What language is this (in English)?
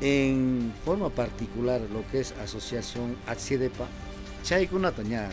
Ayacucho Quechua